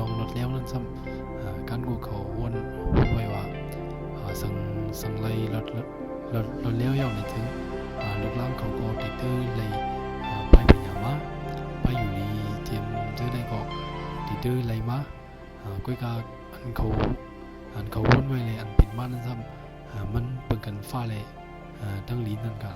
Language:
Shan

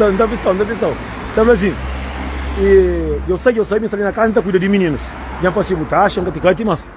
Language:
Kabuverdianu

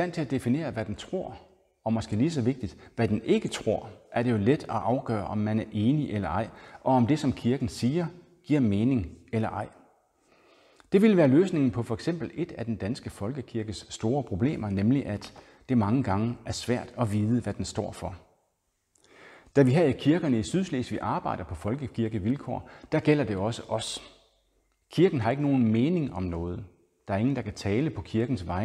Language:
Danish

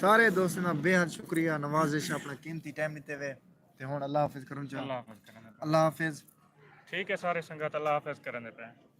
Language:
Saraiki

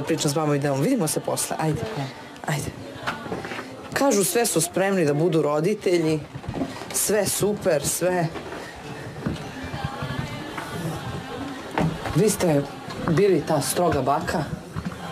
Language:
Serbian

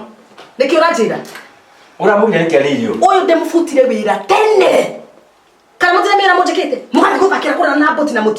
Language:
Kikuyu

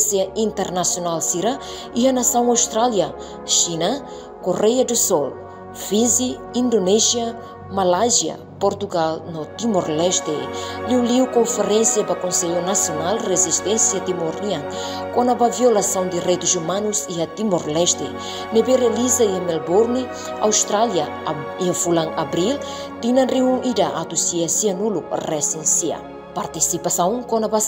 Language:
Tetum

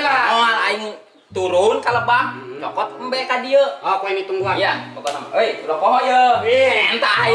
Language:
Sundanese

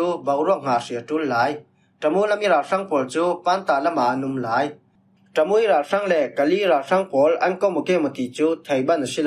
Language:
Falam Chin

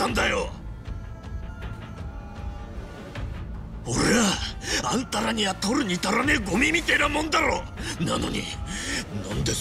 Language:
Japanese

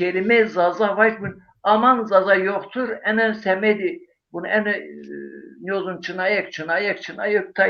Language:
Zaza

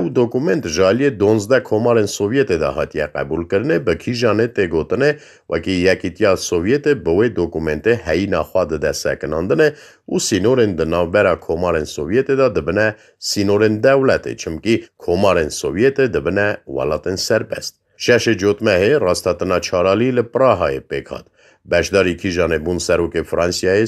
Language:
Kurdish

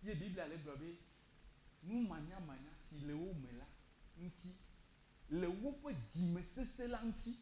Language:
Ewe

